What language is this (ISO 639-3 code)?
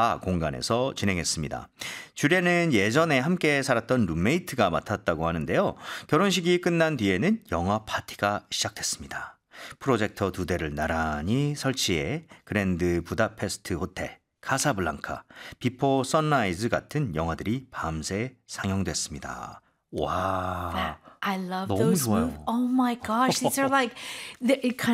kor